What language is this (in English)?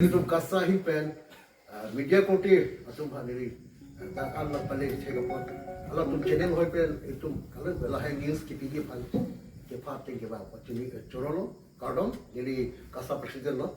Karbi